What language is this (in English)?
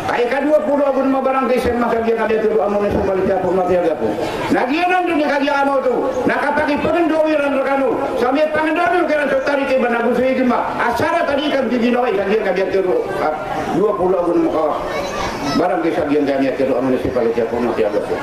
Maranao